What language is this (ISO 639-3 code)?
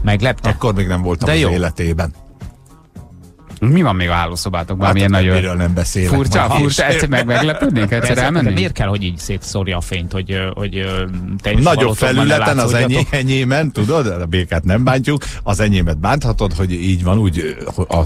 hun